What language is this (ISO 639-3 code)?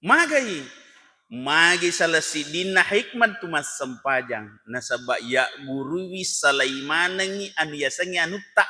bug